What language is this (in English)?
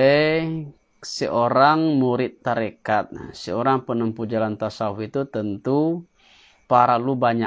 Minangkabau